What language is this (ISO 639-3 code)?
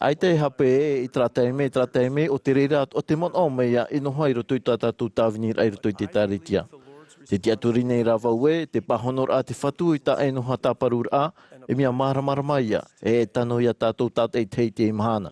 tah